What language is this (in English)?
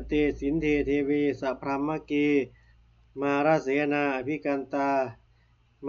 Pali